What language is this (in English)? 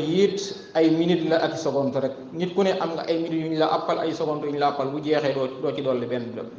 Wolof